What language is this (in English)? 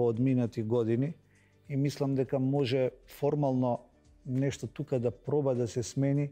Macedonian